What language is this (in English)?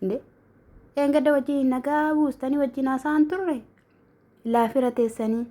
Oromo